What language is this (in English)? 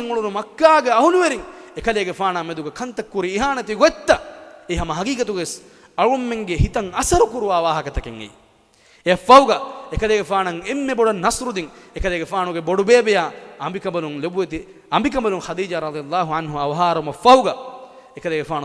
Divehi